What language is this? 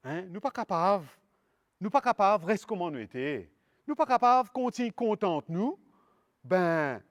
Morisyen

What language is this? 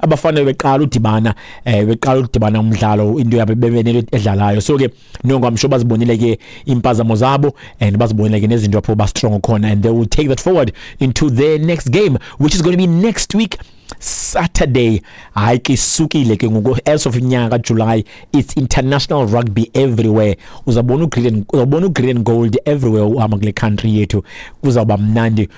Xhosa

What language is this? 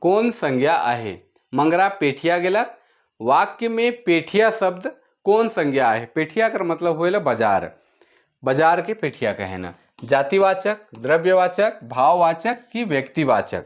Sadri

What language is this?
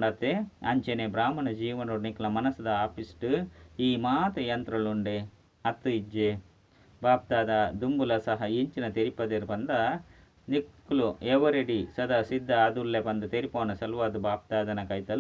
Tulu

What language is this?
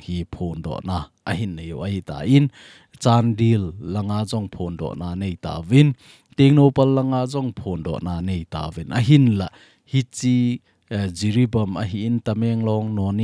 Thado Chin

